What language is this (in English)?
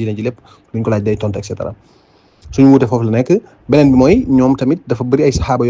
Wolof